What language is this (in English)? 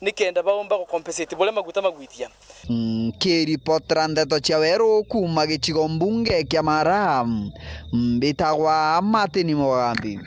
Meru